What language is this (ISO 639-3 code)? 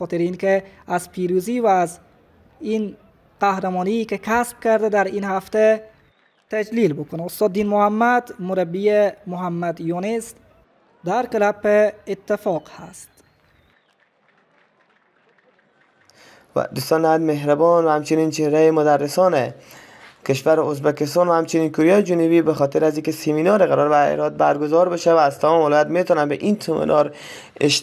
fas